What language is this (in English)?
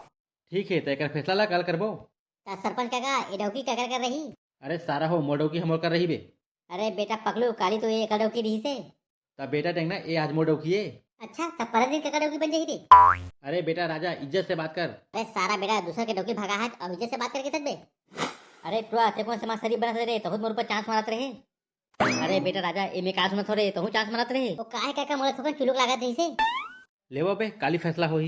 Chhattisgarhi